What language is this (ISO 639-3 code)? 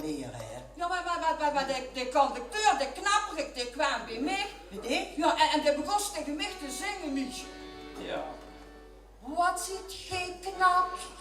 lim